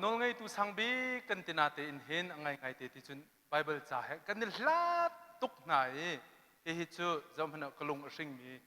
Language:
Hakha Chin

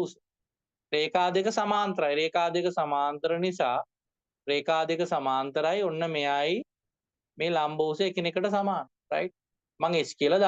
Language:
Sinhala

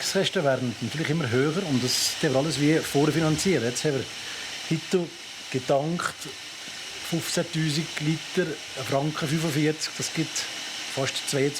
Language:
Swiss German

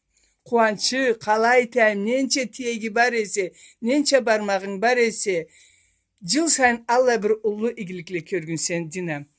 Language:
Karachay-Balkar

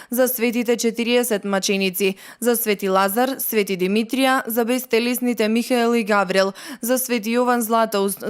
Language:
Macedonian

